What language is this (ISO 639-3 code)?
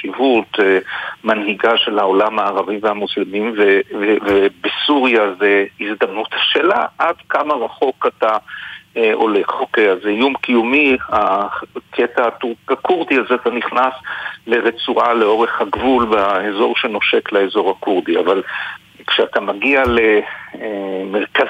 heb